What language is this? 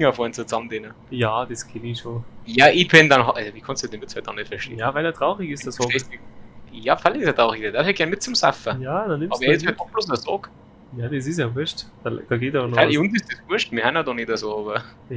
Bavarian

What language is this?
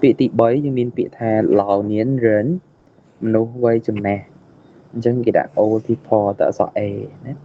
Khmer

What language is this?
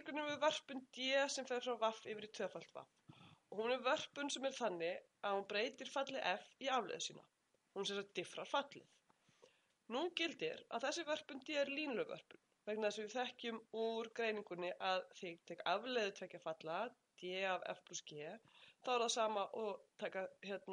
Icelandic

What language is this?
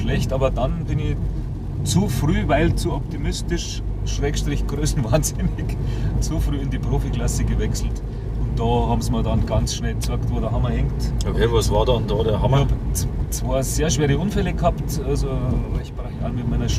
Bavarian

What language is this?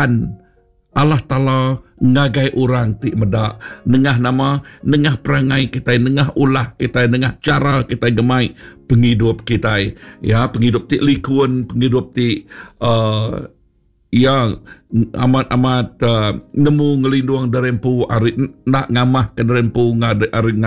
Iban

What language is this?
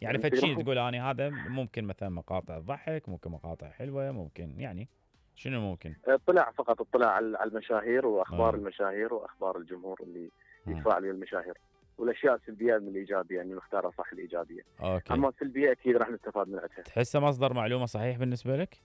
Mesopotamian Arabic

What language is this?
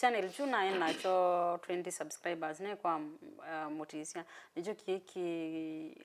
Kamba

